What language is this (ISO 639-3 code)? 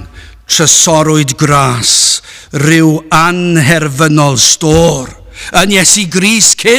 cym